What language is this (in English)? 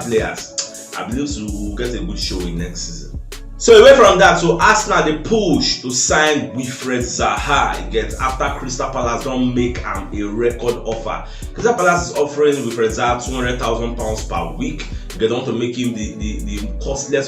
Nigerian Pidgin